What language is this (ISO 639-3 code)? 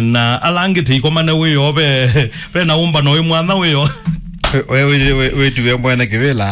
kam